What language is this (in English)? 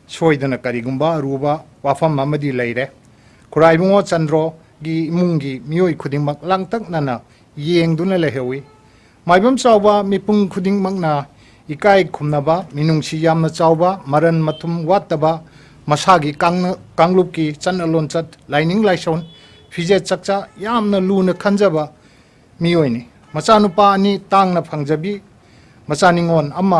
Manipuri